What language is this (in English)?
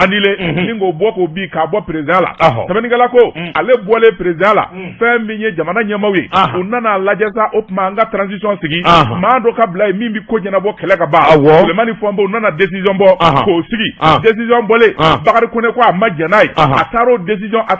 Bambara